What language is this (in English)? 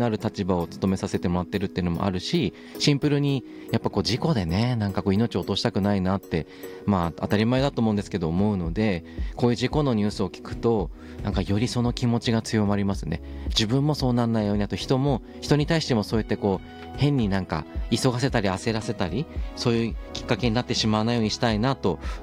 Japanese